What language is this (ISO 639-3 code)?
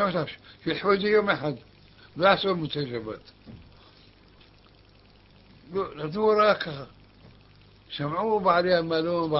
heb